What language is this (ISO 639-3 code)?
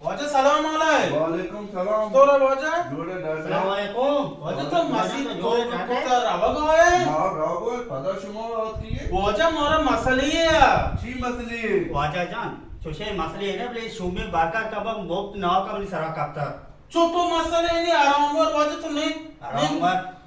bal